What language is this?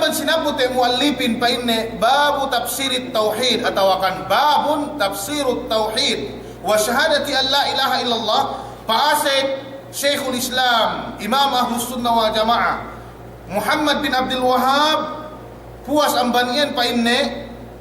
Yakan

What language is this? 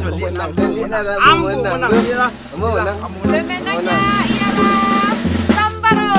Minangkabau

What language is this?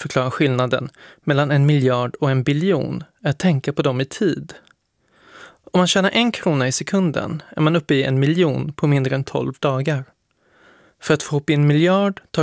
Swedish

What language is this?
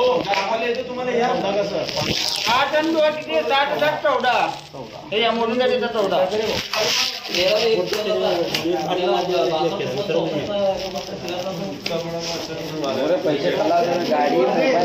Marathi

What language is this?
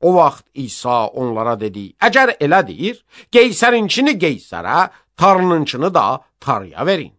Azerbaijani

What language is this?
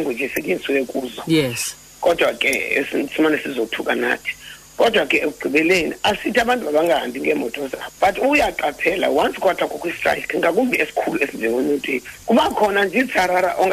Xhosa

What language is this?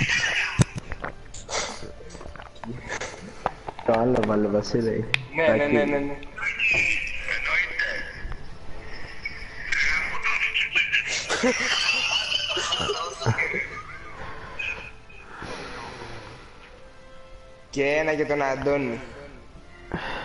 Greek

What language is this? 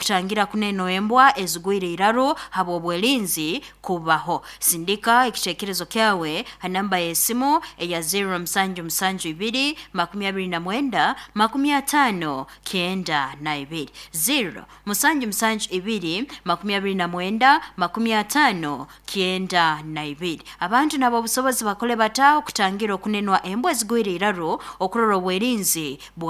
Nyoro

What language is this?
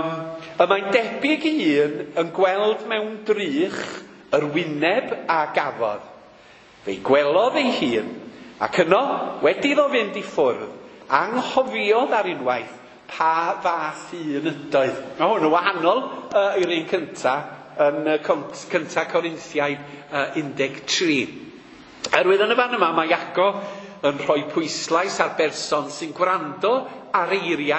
Welsh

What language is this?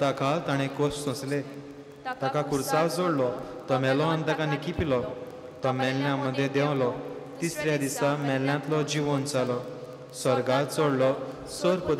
Konkani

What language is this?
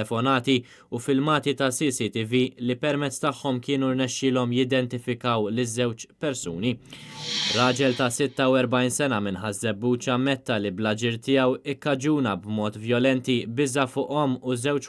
Maltese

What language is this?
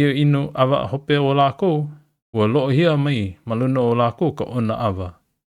Hawaiian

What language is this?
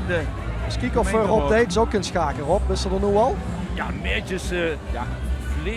Limburgish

